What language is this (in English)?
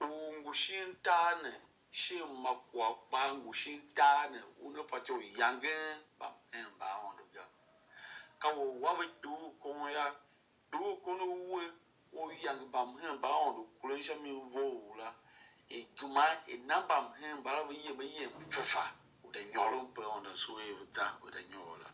Tiv